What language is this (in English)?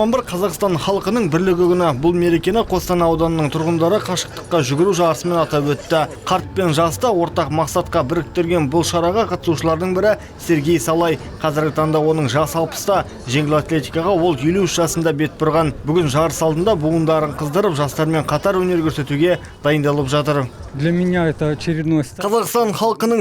Kazakh